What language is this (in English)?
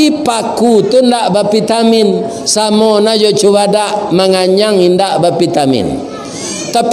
Minangkabau